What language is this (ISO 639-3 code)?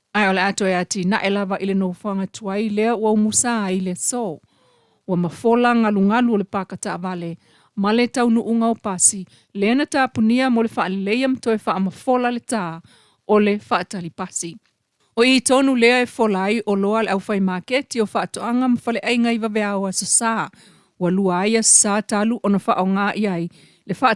smo